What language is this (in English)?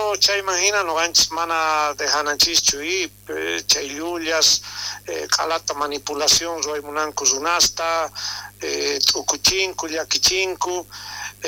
South Bolivian Quechua